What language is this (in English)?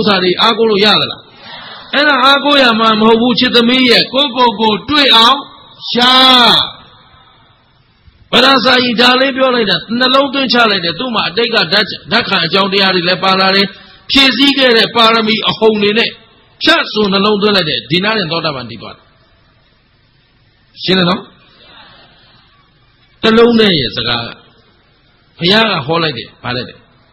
Burmese